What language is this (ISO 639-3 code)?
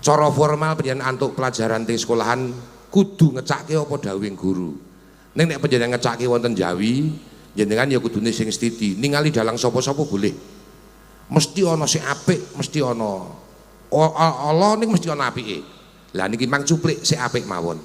jav